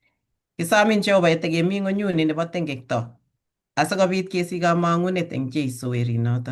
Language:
Kalenjin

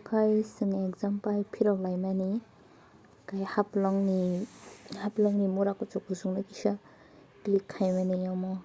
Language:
Kok Borok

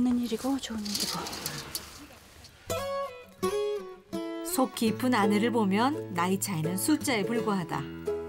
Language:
Korean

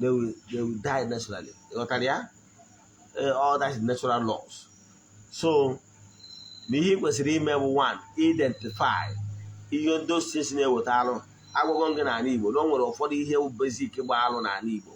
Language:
Igbo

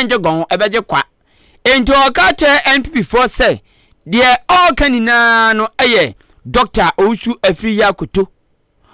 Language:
Akan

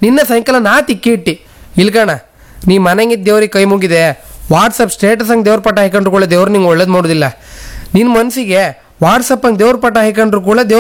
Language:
Kannada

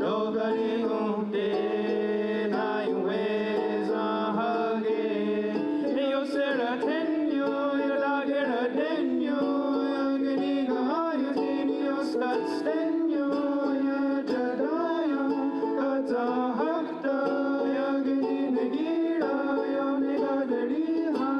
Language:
Mohawk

